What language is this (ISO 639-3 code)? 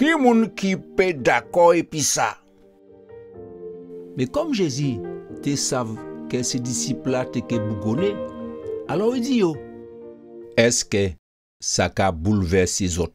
gcf